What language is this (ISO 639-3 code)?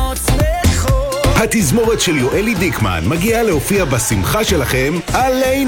heb